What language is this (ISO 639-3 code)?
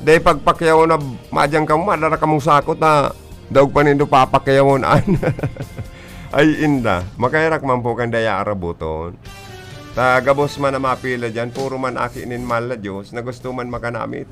bik